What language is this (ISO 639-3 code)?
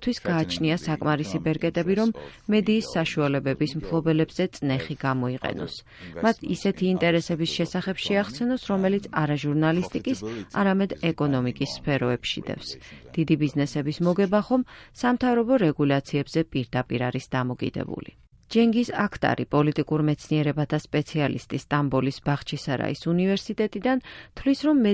kat